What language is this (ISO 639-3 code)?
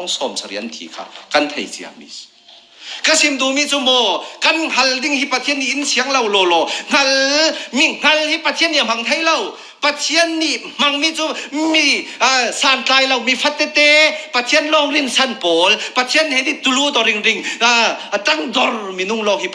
cfm